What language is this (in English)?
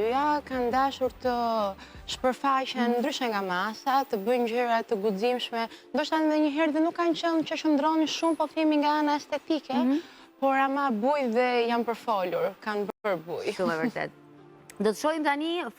Albanian